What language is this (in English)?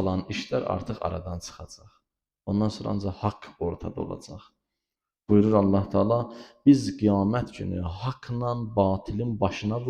Azerbaijani